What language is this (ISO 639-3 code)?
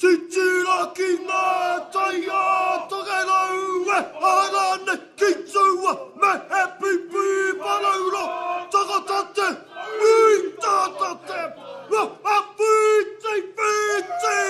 mri